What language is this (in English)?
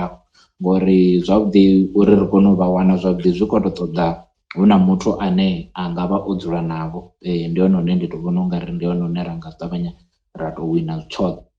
Venda